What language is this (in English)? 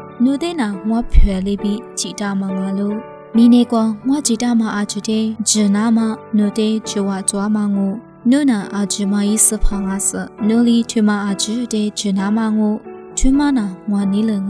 Lisu